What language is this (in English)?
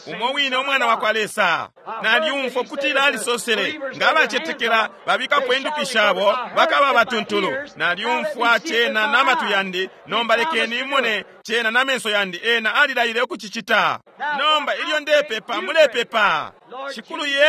Bemba